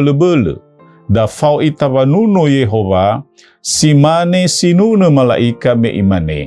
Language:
Nias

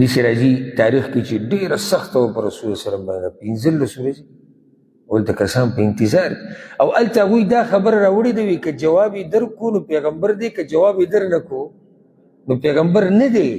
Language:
Pashto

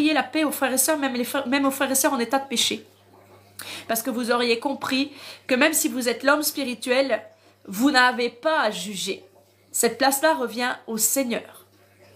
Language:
French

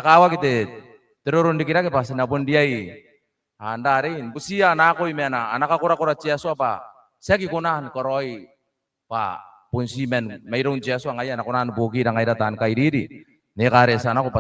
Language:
Gilbertese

